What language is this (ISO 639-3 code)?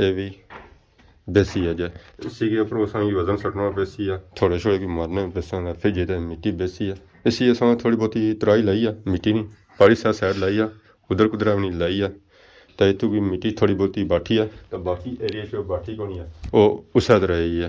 phr